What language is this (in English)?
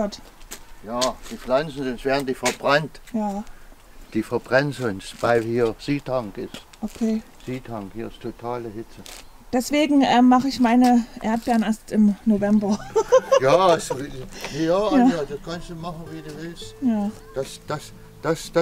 German